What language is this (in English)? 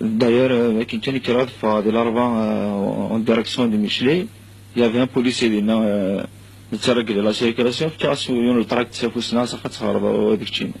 Kabyle